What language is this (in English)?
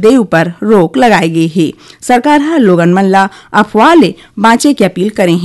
Chhattisgarhi